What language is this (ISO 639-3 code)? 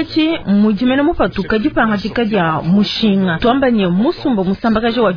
lua